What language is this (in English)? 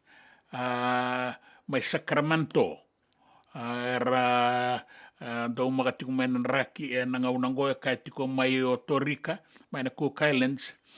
Fijian